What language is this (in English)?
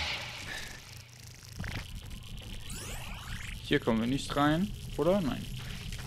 German